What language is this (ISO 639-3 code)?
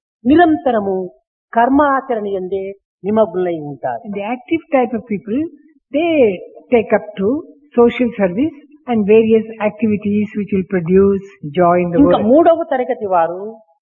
tel